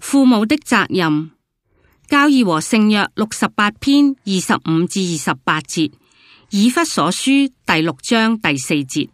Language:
Cantonese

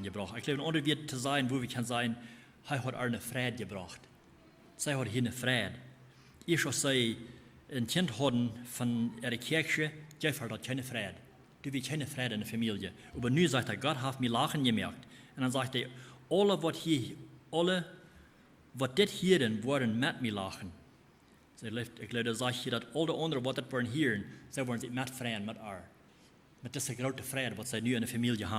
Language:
Plautdietsch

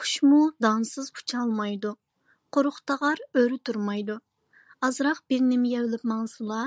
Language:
Uyghur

